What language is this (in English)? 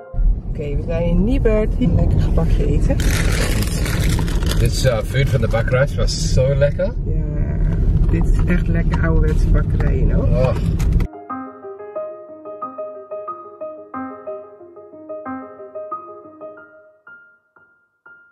Dutch